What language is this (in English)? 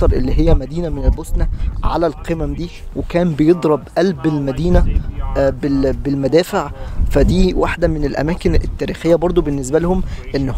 Egyptian Arabic